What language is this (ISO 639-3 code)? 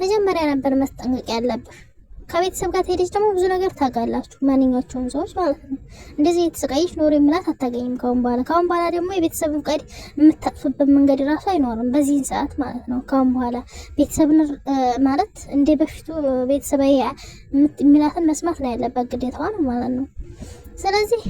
amh